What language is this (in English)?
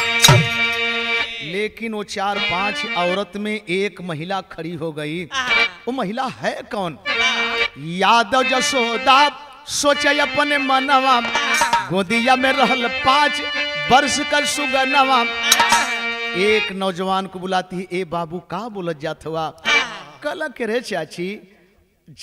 Bhojpuri